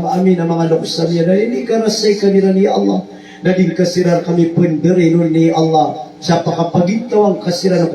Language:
Maranao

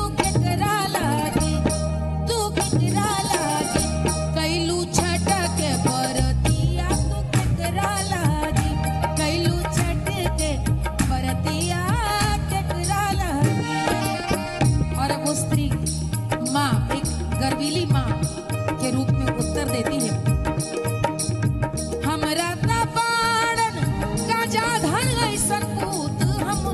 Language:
Bhojpuri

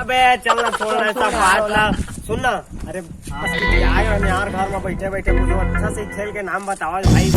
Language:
Chhattisgarhi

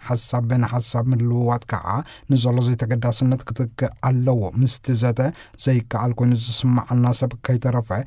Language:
Tigrinya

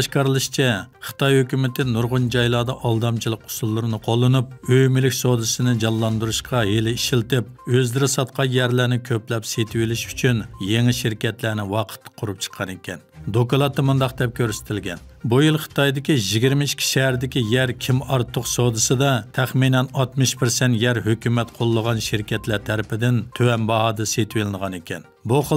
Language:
Uyghur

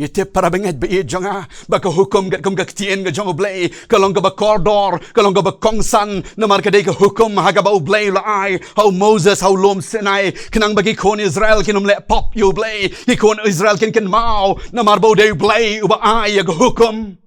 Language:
Khasi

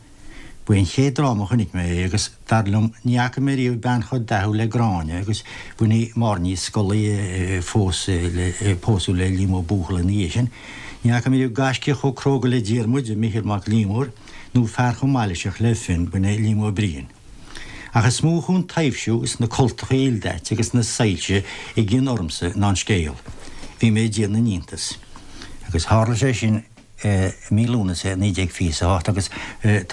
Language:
Irish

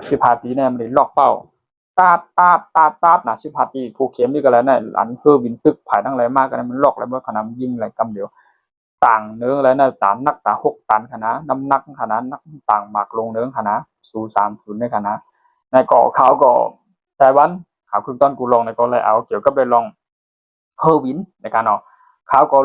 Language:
Shan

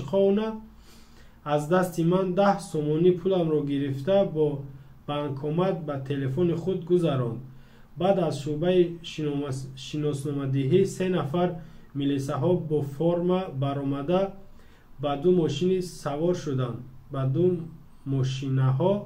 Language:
Tajik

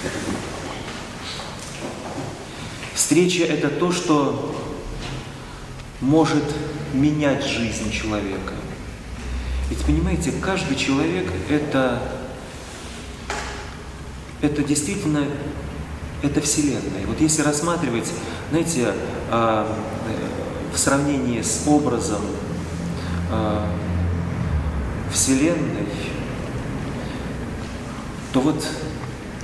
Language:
Russian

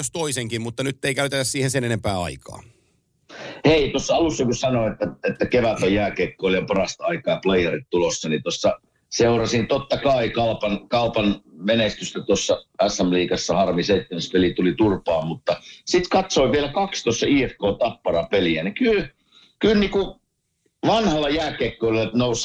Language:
Finnish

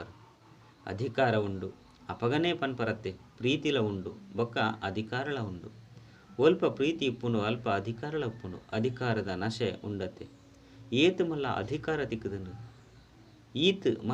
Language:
Tulu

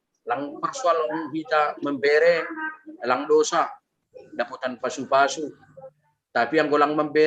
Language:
Batak Simalungun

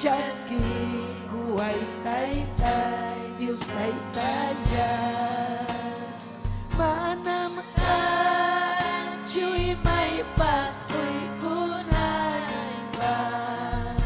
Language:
Ayacucho Quechua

